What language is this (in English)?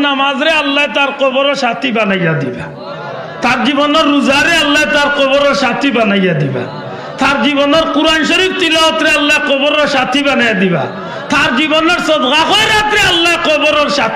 Sylheti